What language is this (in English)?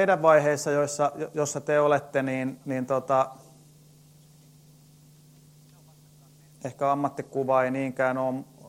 Finnish